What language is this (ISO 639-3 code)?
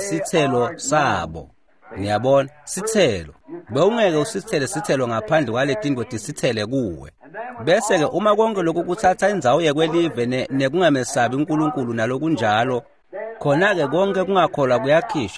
ssw